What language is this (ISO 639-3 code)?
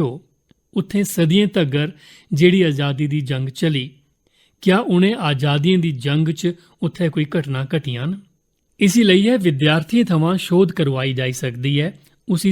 doi